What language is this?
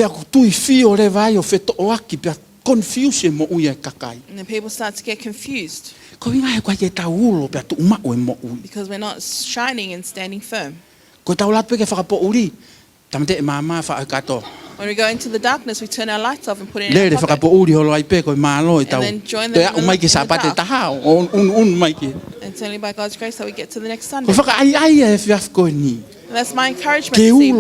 Tongan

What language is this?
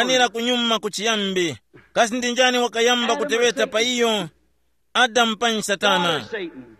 Tumbuka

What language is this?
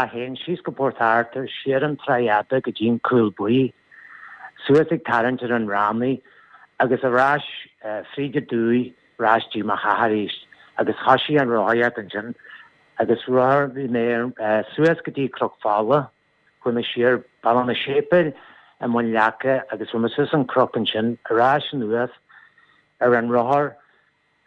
Irish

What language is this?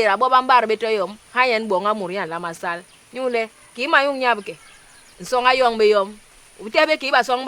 Basaa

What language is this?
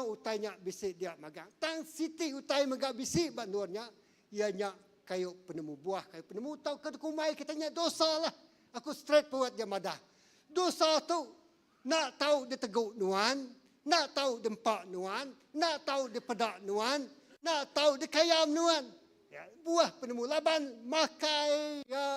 Iban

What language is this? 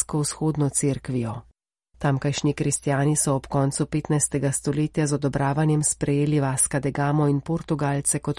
Slovenian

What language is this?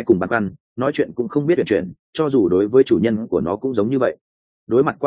Vietnamese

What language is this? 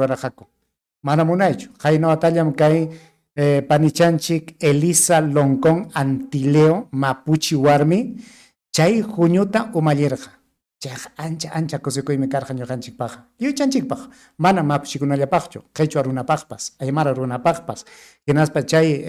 Ayacucho Quechua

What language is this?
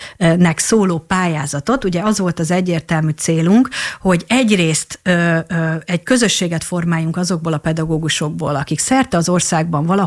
Hungarian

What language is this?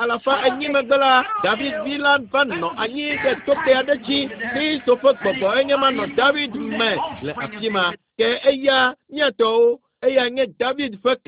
Ewe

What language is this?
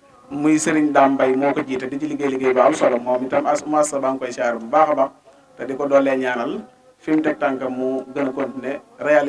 Wolof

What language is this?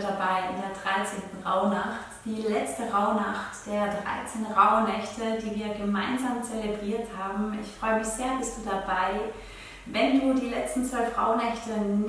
Swiss German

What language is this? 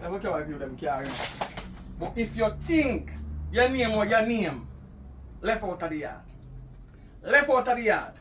Jamaican Creole English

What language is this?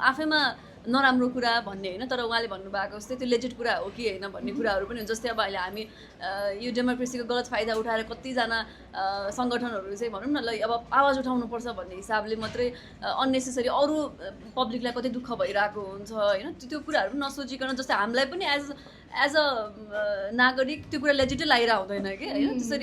Nepali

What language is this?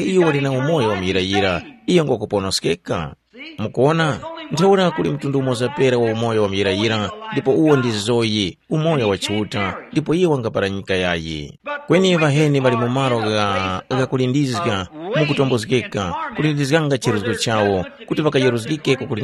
Tumbuka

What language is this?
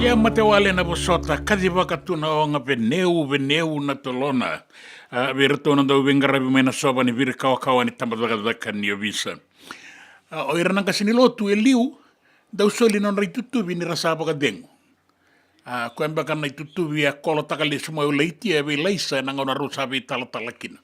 Fijian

